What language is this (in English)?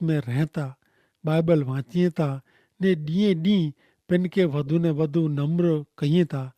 Kachhi